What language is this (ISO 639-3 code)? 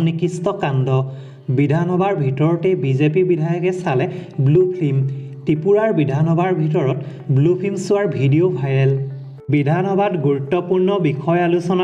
asm